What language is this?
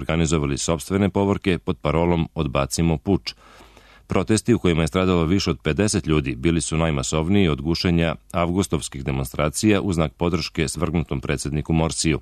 Serbian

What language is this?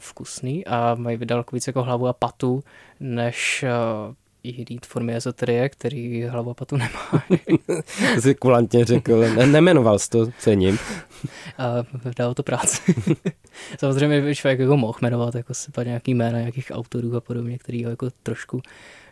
Czech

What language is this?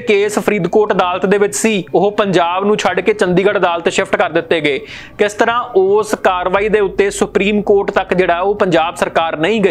Punjabi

